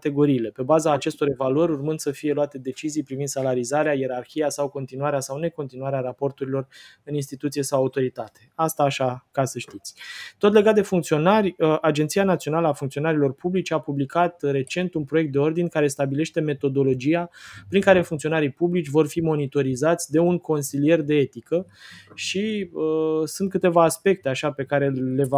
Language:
Romanian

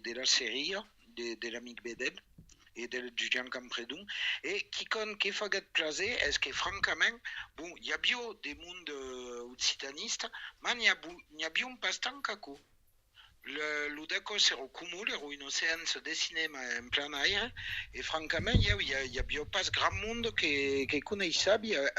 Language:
Occitan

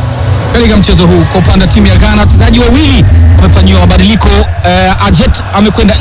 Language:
Swahili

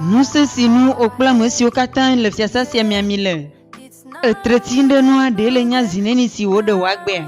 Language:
Ewe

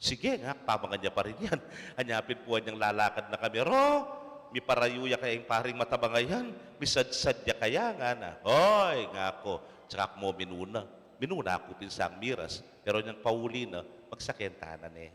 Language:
Pampanga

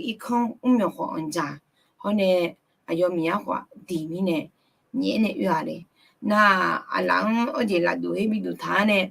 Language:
Akha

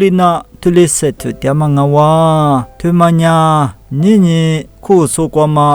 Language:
Lisu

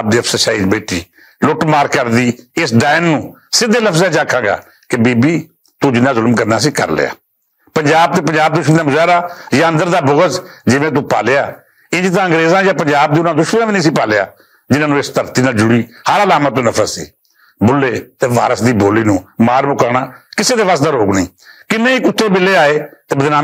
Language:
Western Panjabi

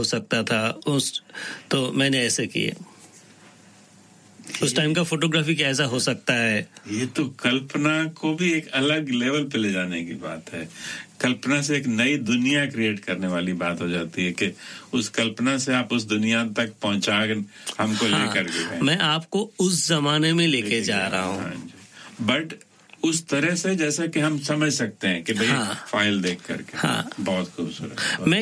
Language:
Hindi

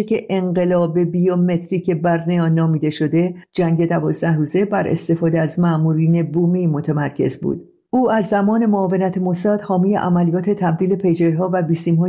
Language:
Persian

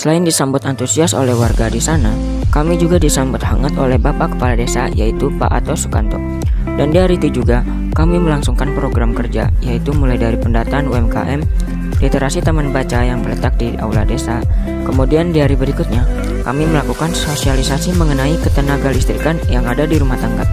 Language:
Indonesian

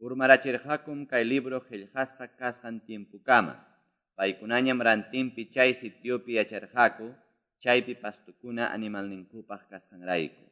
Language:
Quechua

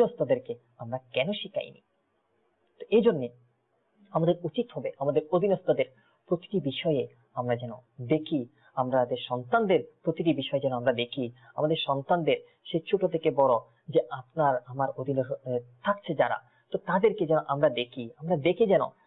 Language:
Bangla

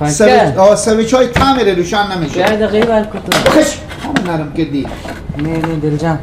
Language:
Persian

